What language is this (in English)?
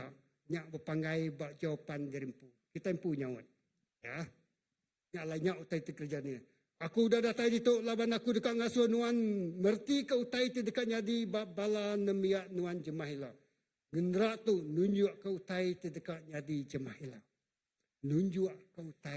Iban